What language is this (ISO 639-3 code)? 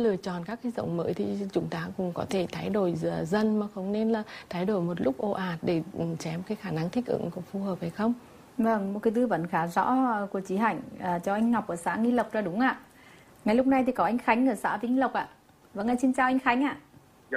vie